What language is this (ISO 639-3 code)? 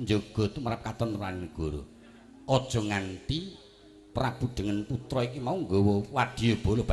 jav